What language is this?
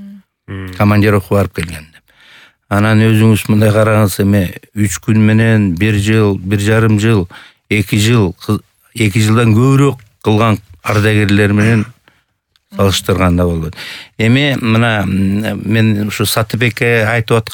Kyrgyz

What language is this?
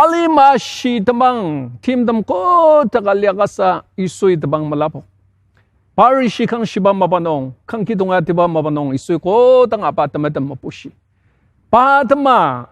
Ao Naga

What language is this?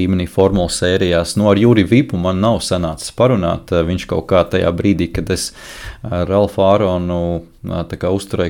Latvian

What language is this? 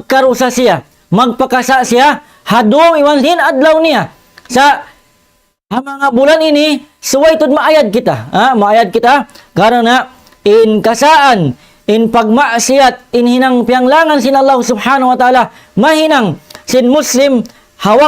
Tausug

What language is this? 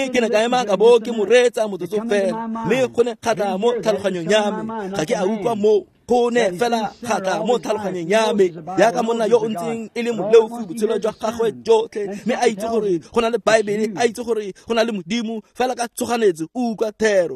Tswana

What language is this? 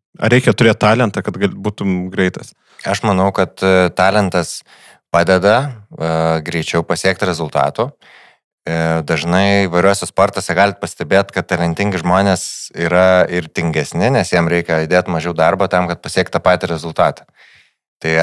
Lithuanian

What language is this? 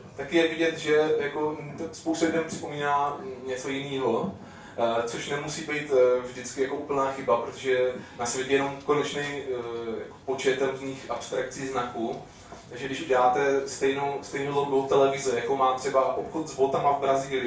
Czech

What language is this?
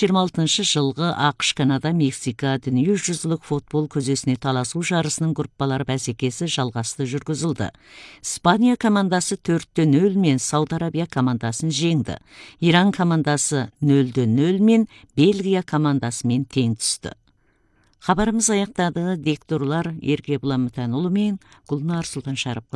Kazakh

